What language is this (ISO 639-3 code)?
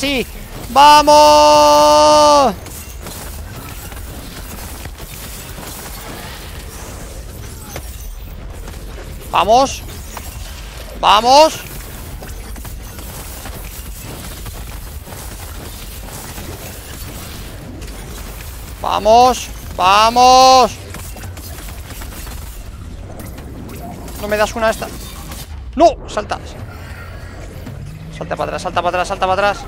spa